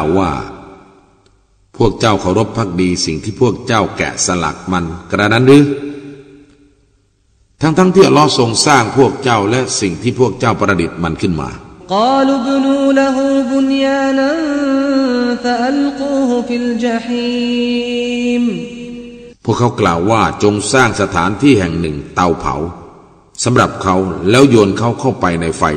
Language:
Thai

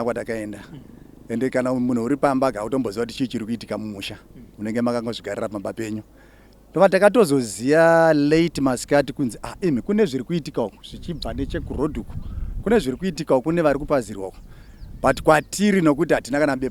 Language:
Shona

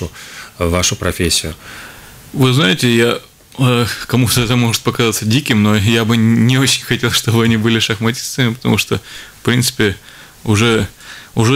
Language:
Russian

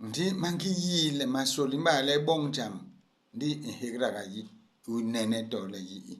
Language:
Basaa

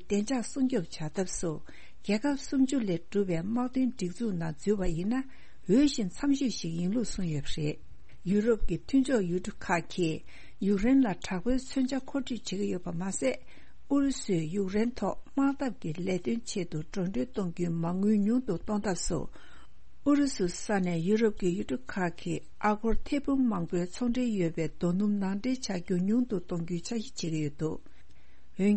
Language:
Tibetan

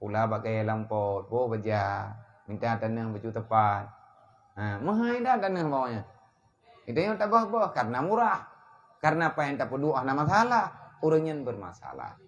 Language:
Achinese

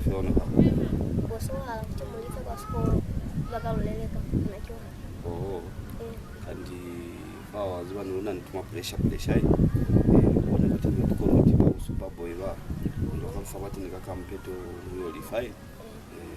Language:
Lozi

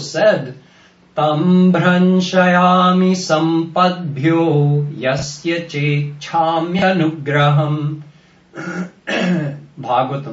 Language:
English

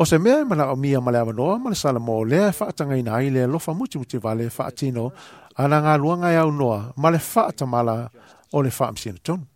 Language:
Samoan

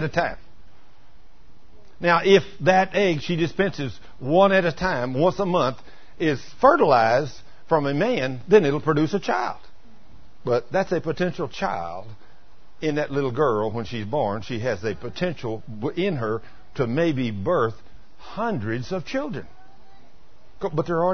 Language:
English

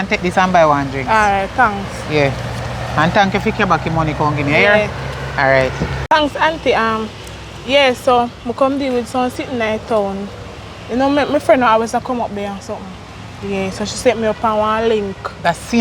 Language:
Jamaican Creole English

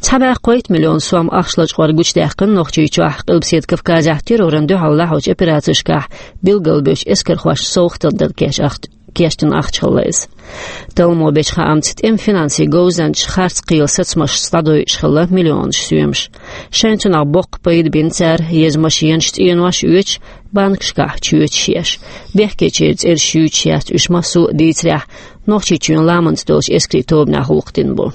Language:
Chechen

